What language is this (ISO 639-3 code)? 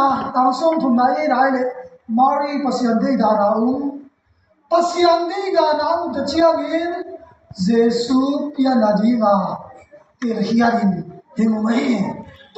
ctd